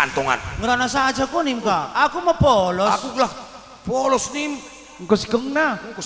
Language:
Batak Karo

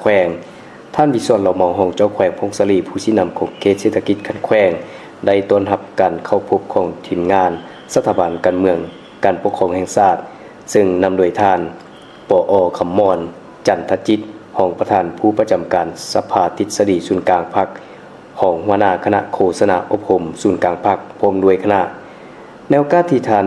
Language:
Lao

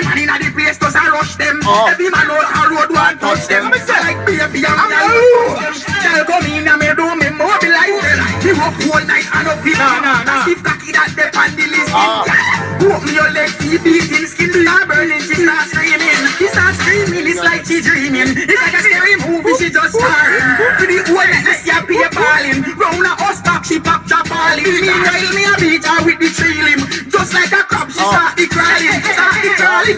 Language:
Jamaican Creole English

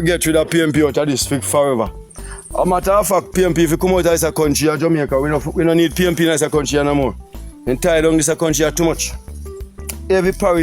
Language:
Jamaican Creole English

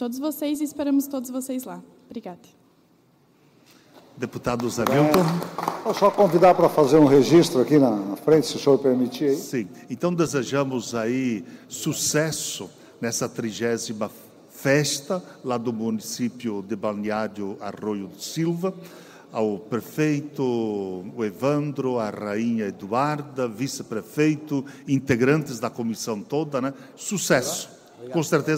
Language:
Portuguese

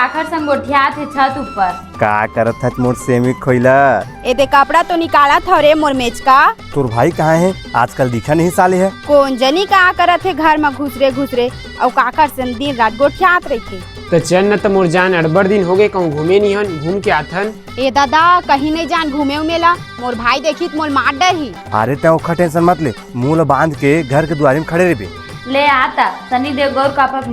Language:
Chhattisgarhi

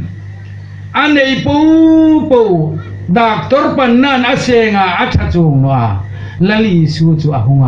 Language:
Hmar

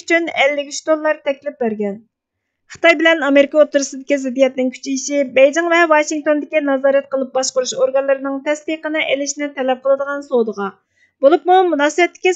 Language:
Uyghur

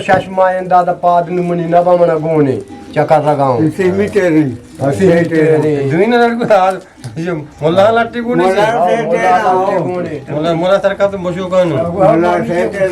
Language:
Eastern Balochi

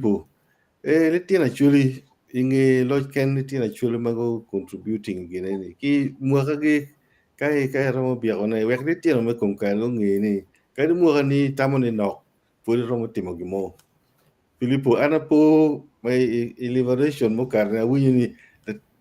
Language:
Acoli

